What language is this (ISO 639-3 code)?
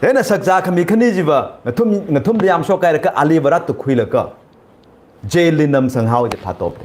nmf